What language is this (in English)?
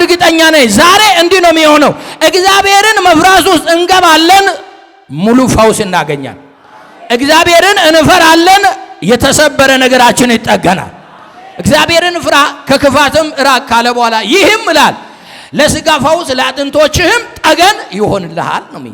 Amharic